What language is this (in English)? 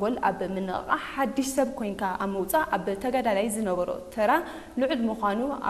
Tigrinya